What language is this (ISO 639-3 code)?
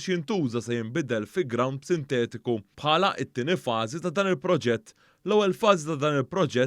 mlt